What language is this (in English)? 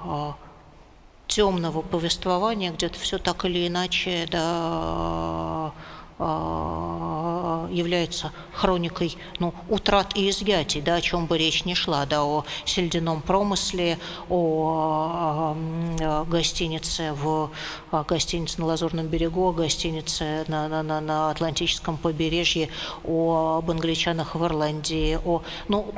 Russian